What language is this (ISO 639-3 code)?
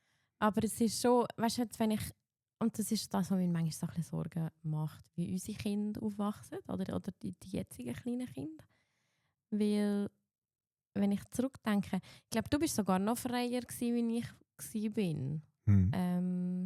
gsw